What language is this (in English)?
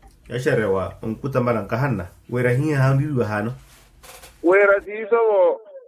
Makhuwa